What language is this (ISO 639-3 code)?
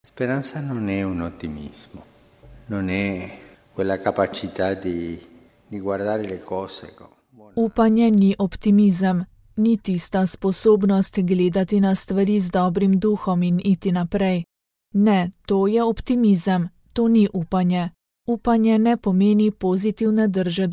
slv